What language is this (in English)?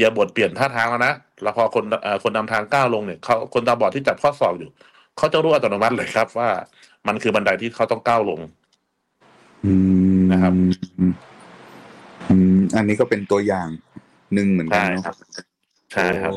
Thai